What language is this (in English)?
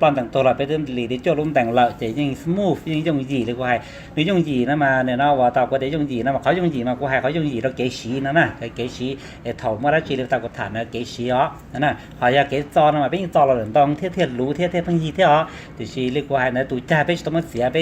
Hmong